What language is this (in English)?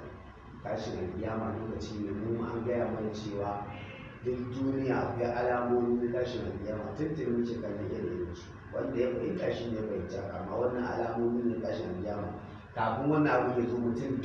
Hausa